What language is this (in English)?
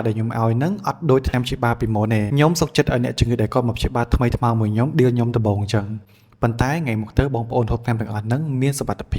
Khmer